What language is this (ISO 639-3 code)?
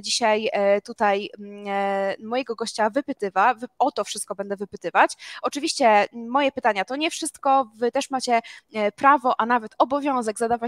pol